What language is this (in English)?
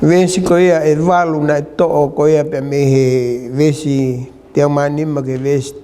Tongan